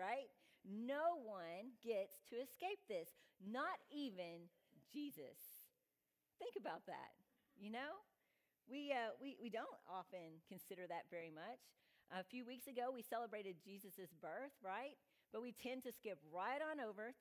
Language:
English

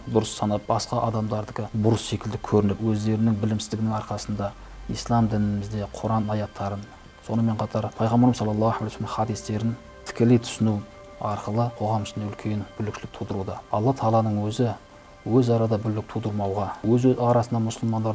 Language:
Kazakh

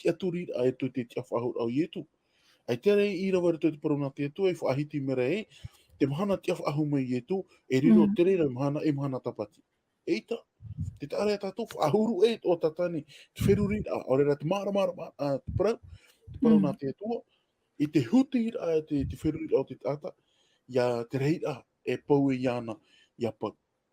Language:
Tahitian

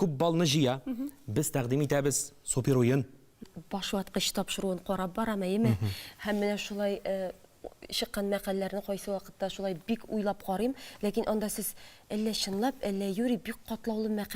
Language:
Tatar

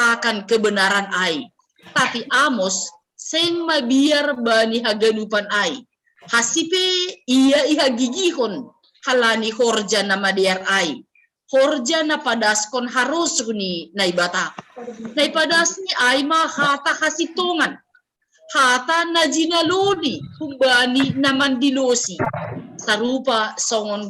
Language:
Batak Simalungun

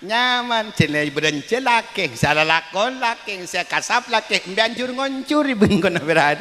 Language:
Madurese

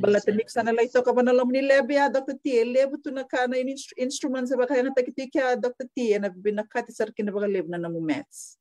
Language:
Fijian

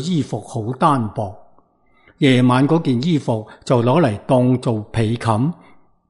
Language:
Cantonese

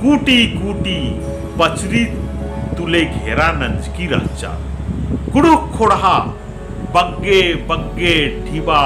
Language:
Kurukh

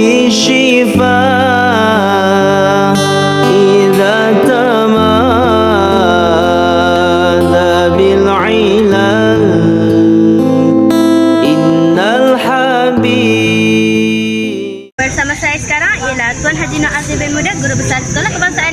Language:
Malay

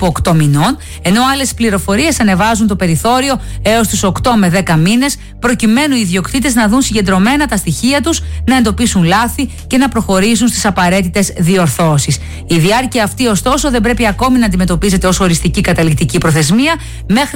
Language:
Greek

